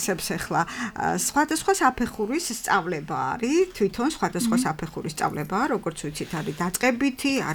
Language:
Georgian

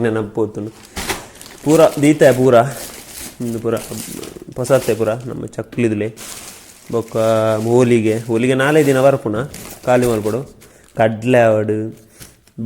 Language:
Tulu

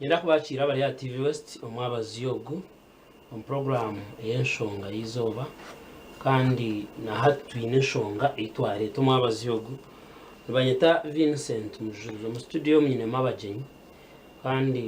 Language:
Nyankole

